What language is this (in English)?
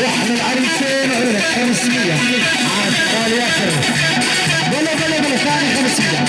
North Levantine Arabic